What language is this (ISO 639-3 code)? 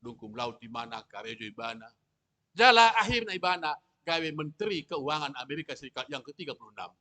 bbc